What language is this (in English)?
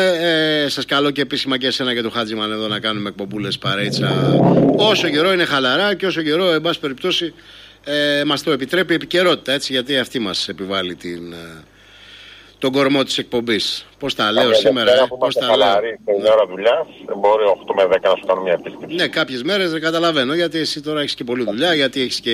Greek